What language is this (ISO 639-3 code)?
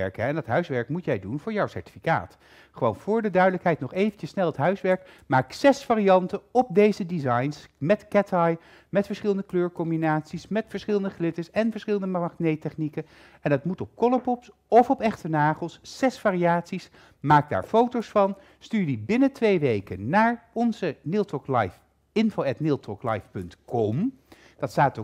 nld